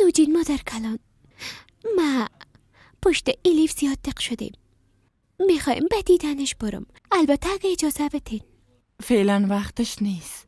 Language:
Persian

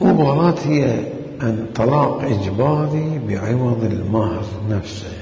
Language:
Mesopotamian Arabic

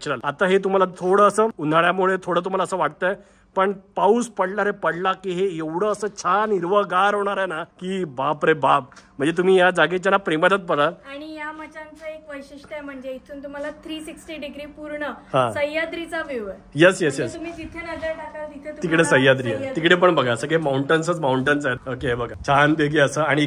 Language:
Marathi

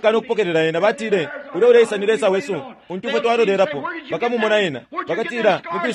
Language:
Bemba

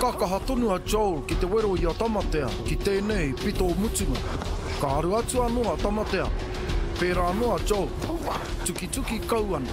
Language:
Māori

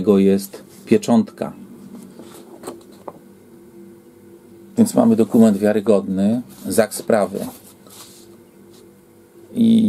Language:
Polish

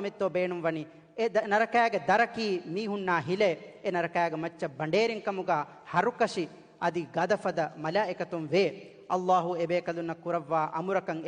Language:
Divehi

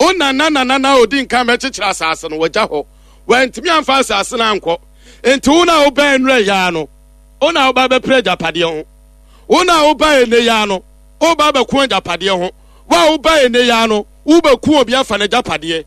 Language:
Akan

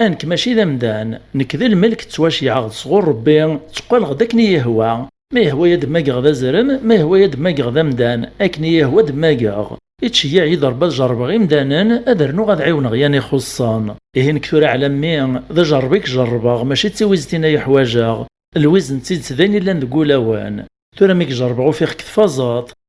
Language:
Kabyle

